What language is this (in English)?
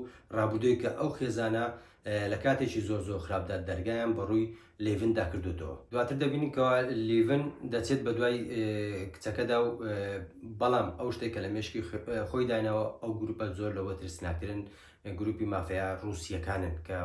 Central Kurdish